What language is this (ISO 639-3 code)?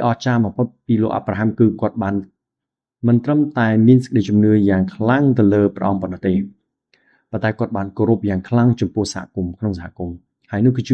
khm